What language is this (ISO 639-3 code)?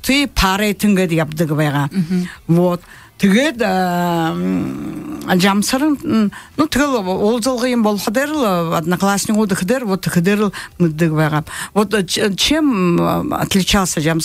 bua